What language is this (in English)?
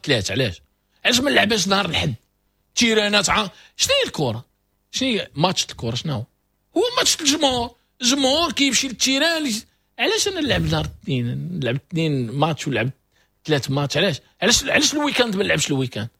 Moroccan Arabic